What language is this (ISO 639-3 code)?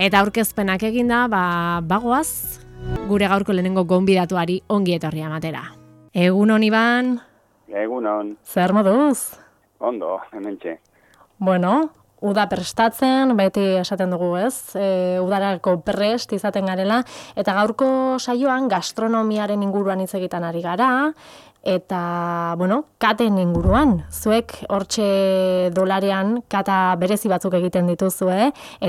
eus